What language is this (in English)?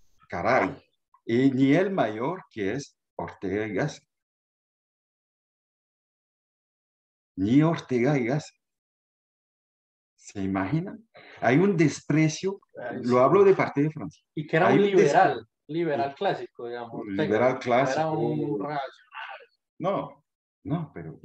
Spanish